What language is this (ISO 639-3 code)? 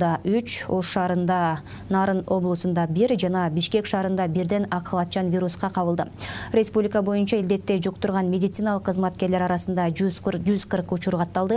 kir